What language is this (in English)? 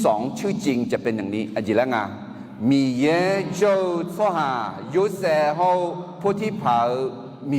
Akha